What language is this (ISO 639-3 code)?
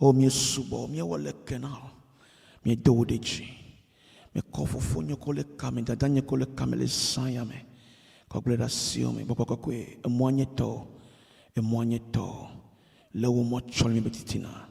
ewe